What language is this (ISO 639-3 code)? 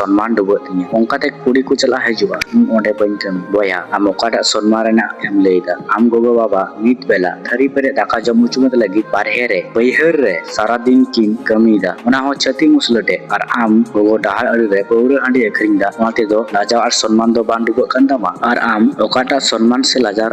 sat